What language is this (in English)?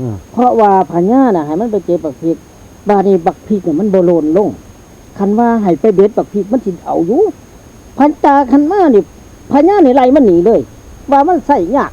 Northeastern Thai